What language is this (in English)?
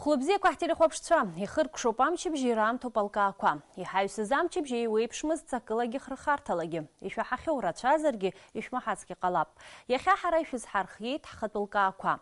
Abkhazian